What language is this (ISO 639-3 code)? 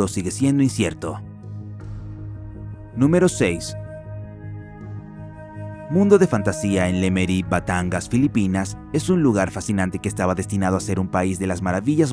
spa